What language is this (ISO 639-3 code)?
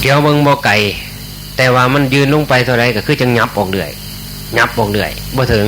tts